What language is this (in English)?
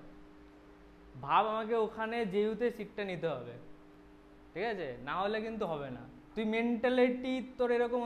Bangla